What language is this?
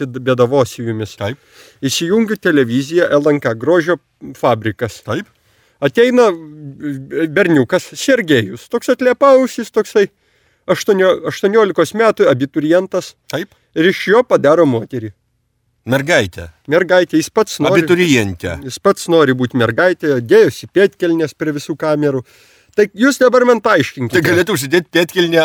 Lithuanian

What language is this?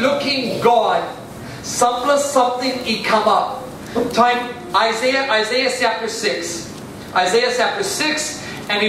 Tok Pisin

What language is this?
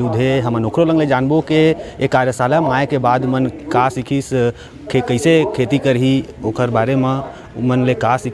Chhattisgarhi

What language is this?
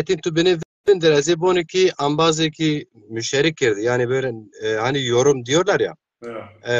Zaza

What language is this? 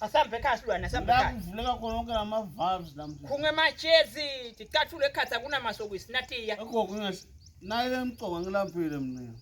Swati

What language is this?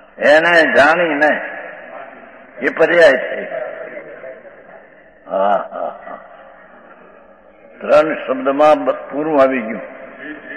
Gujarati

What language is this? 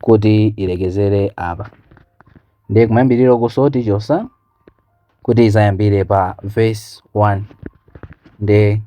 Nyanja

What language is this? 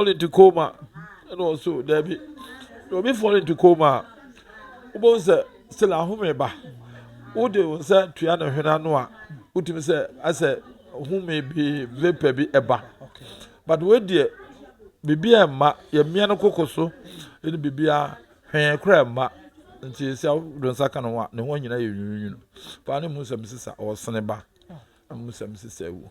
Akan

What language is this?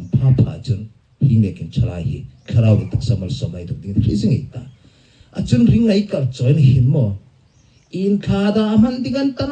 Hmar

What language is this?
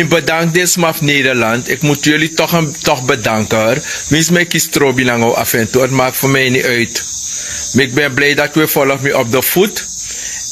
Sranan Tongo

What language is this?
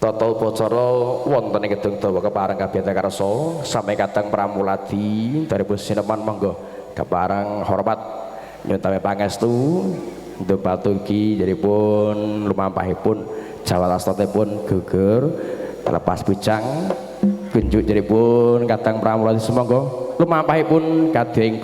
Javanese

